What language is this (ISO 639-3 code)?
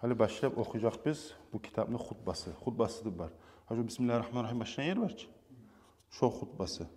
kum